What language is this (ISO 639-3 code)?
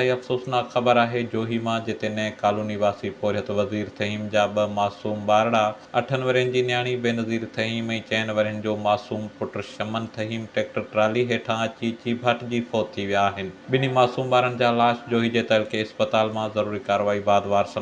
snd